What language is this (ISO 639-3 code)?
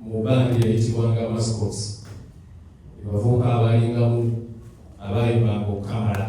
lug